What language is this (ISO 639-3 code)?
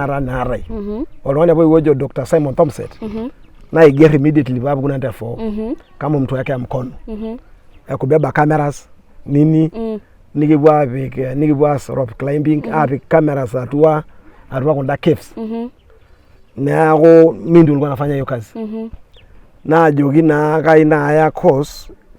mas